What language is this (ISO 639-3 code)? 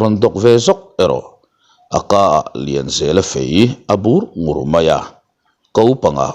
lus